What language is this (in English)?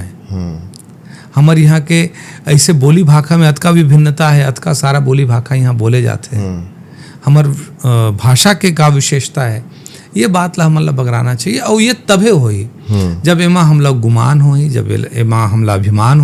Chhattisgarhi